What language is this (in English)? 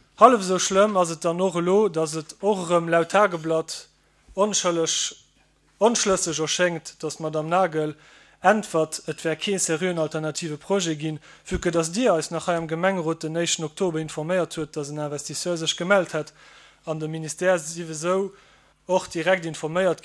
Luxembourgish